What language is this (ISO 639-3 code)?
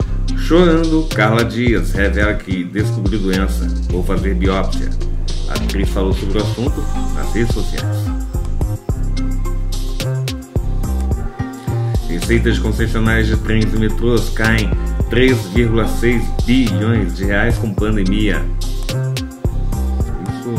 por